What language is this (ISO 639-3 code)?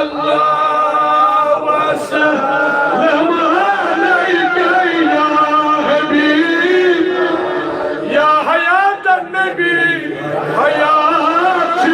kas